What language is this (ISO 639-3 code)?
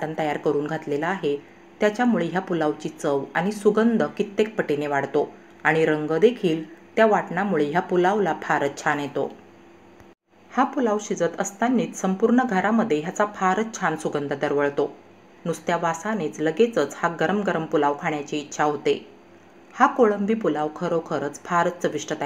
mar